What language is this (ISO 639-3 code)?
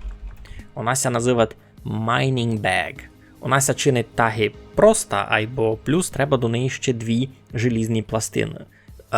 rue